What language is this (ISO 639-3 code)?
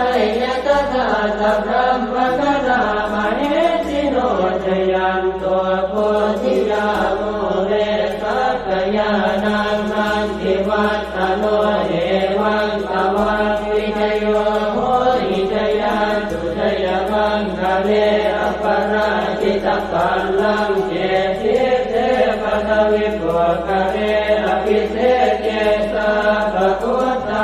pli